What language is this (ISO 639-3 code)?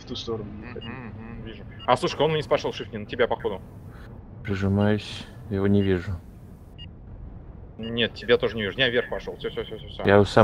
rus